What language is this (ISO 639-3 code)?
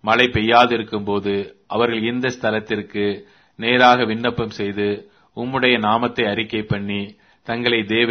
tam